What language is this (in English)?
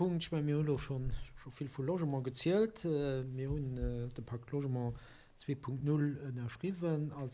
Luxembourgish